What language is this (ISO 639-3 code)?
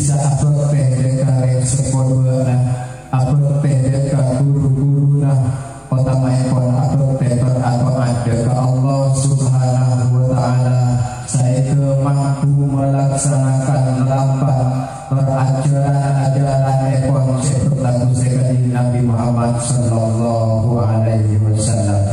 mad